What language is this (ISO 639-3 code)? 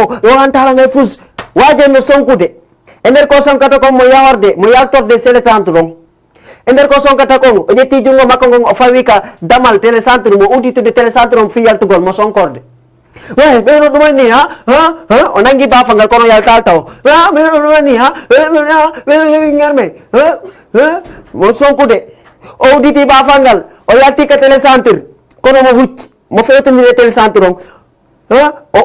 ful